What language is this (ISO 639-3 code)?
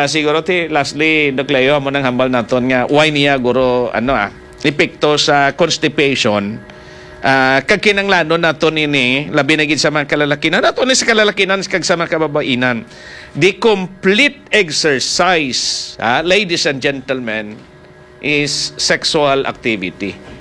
hil